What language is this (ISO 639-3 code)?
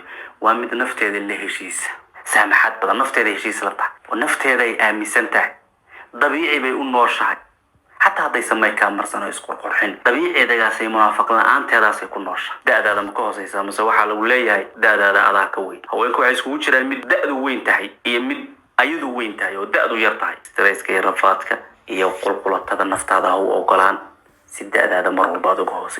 som